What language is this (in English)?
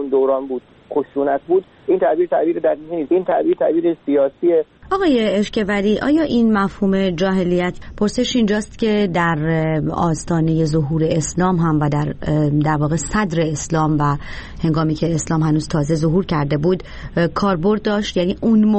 Persian